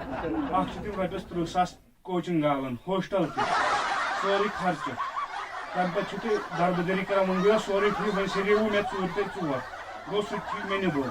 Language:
Kashmiri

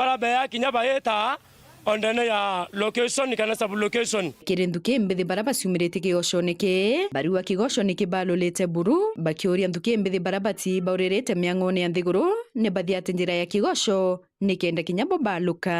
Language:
Meru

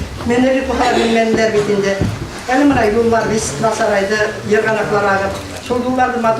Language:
Bashkir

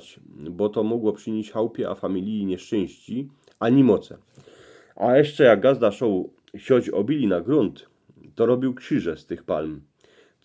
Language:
Silesian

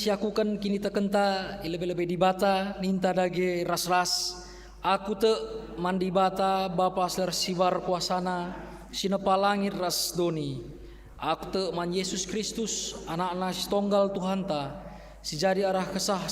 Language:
Batak Karo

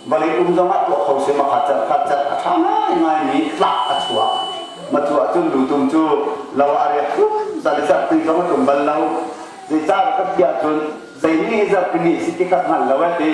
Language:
Hakha Chin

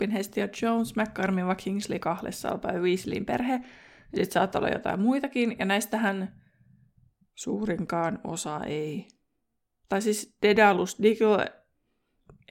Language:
Finnish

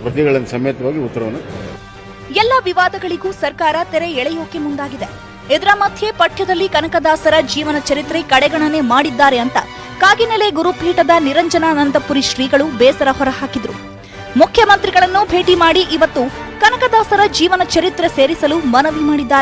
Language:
Kannada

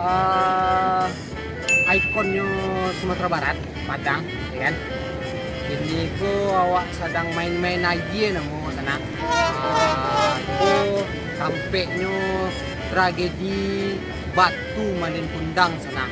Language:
Minangkabau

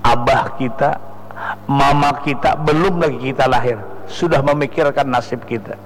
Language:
Banjar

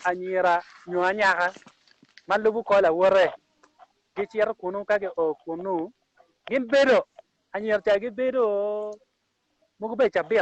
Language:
Acoli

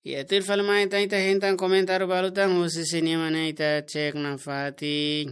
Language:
Tetum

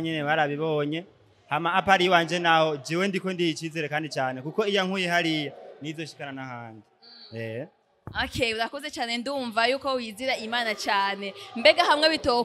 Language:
Rundi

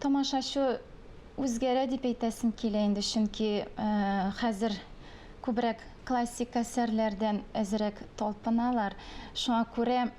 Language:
Tatar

